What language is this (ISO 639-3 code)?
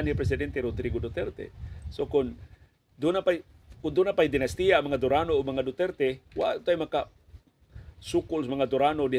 ceb